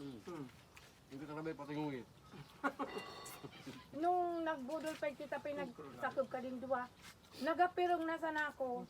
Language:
Bikol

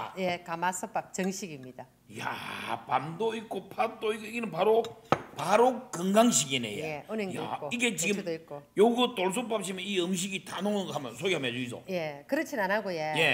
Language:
Korean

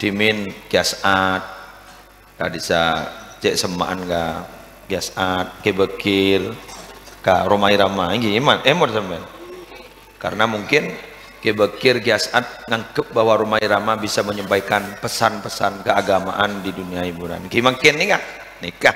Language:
Madurese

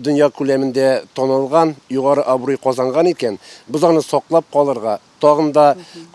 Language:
Tatar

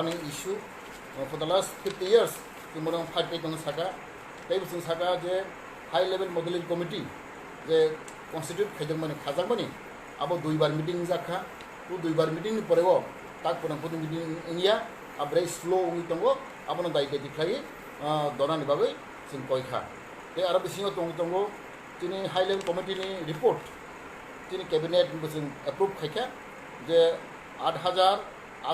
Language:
Riang (India)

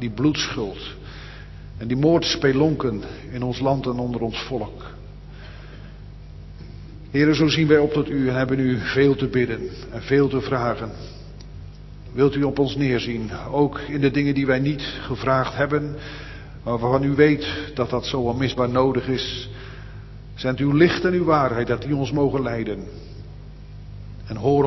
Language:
Dutch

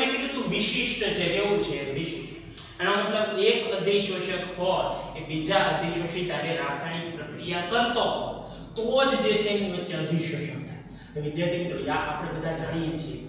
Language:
Gujarati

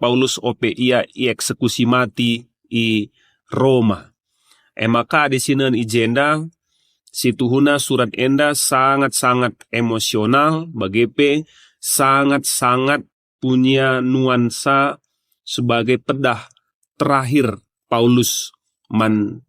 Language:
Batak Karo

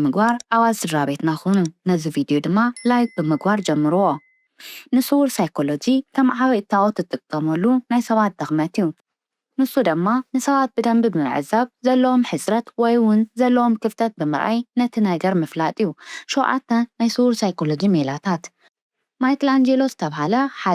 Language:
Tigrinya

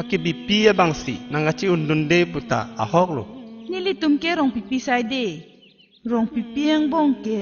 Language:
Karbi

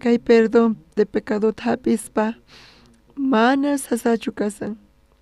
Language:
South Bolivian Quechua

